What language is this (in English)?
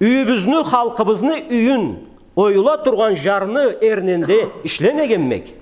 Karachay-Balkar